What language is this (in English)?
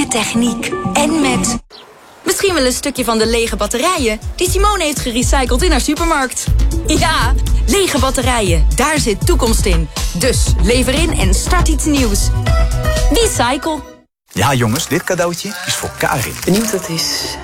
Dutch